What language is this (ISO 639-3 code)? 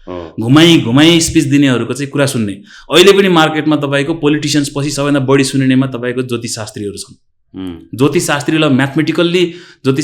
nep